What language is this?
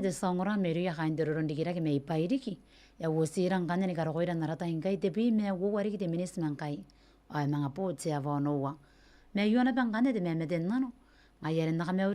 Gilbertese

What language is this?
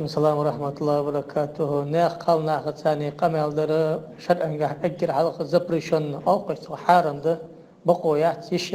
Ingush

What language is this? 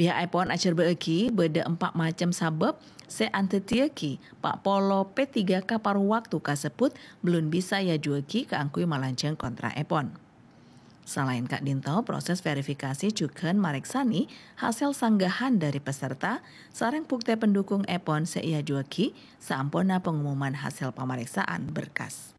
Madurese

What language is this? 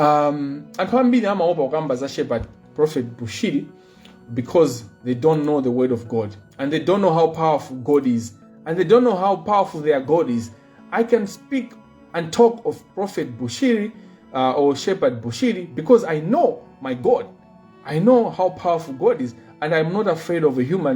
Nyanja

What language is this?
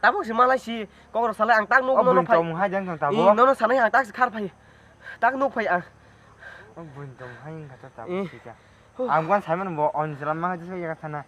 Kok Borok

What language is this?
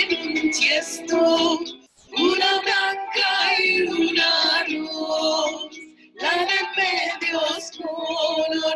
Ladino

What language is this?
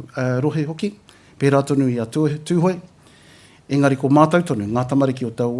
Māori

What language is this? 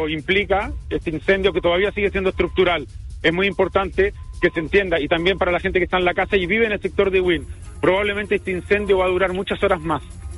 Spanish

